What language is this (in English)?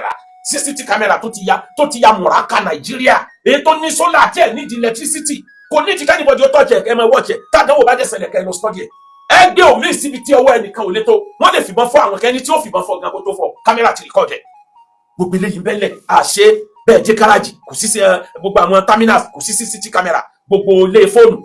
Yoruba